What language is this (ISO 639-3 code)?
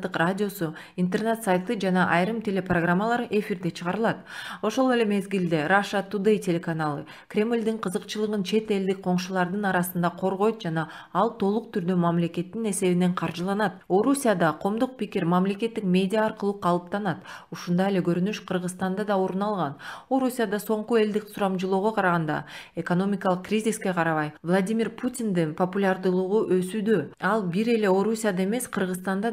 kir